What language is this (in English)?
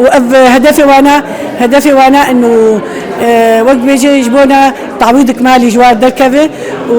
Kurdish